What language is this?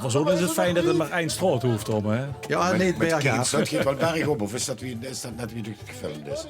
Limburgish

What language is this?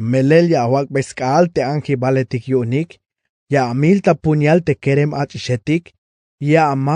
Tzeltal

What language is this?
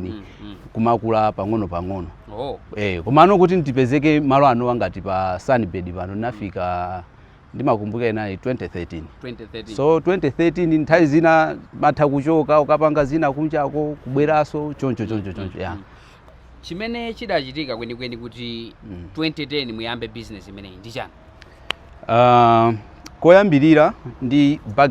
Nyanja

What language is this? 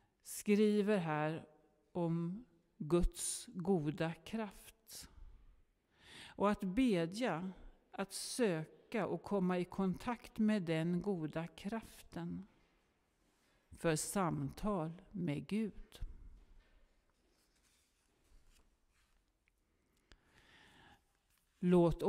Swedish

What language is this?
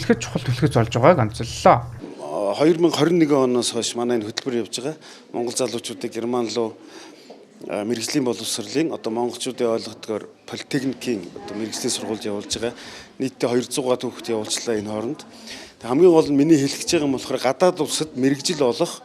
Mongolian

